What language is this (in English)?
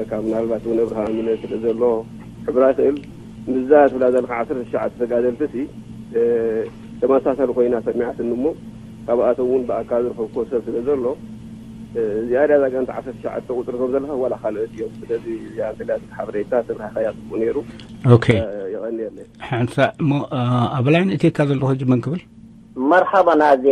Tigrinya